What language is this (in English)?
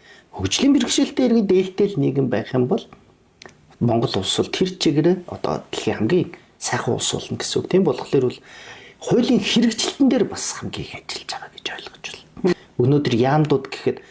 Mongolian